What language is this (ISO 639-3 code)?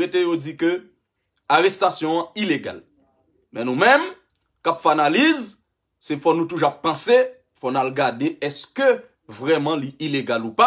hat